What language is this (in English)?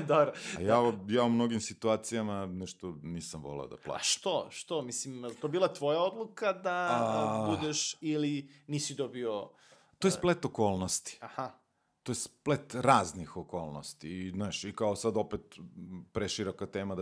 Serbian